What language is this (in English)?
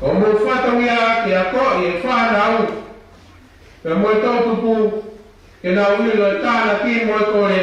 Tongan